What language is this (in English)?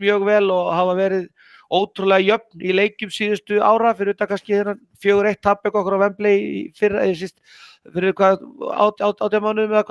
Icelandic